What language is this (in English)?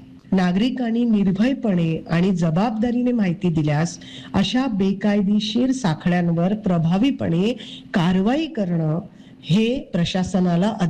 Marathi